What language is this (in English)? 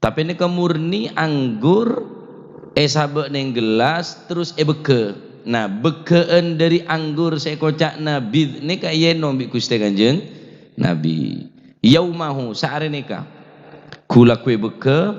Madurese